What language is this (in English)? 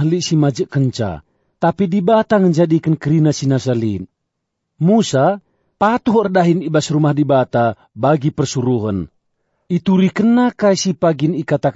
Batak Karo